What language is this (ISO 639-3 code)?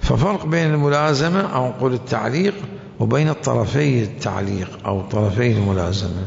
acm